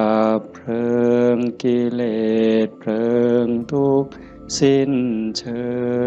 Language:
Northeastern Thai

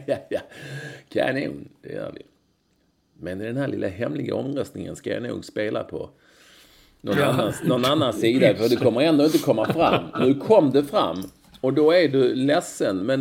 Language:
Swedish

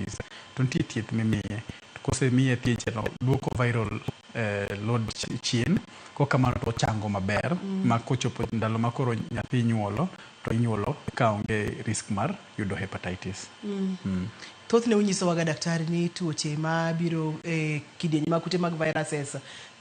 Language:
Luo (Kenya and Tanzania)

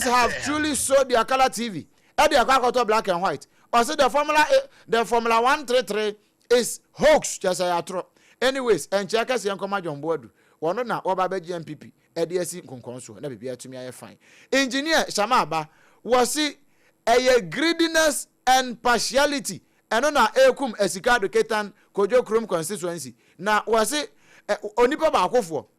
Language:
Akan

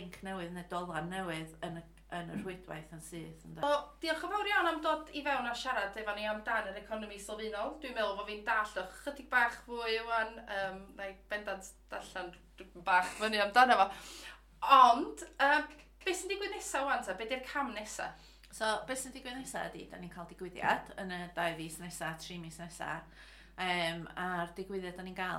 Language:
Welsh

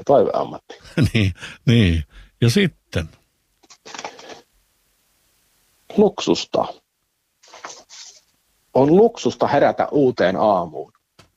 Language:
Finnish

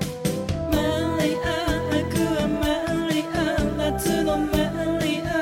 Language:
Japanese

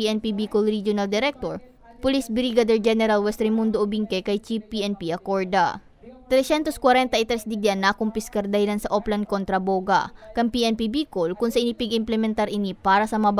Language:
Bikol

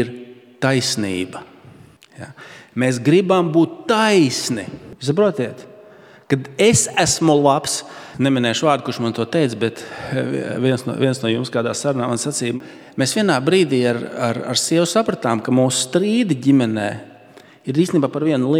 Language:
Latvian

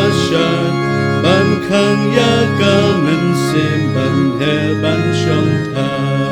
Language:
Khasi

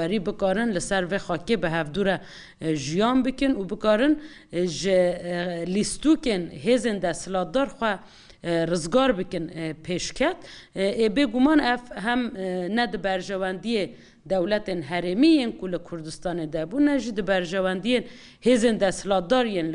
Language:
Kurdish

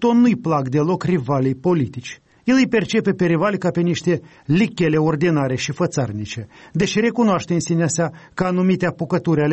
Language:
Romanian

